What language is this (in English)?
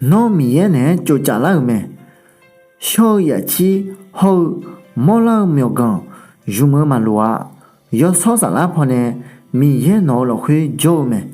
Akha